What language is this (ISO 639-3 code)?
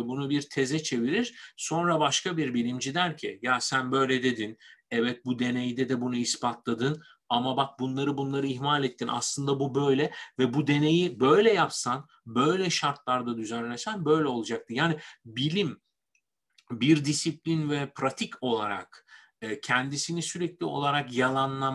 tur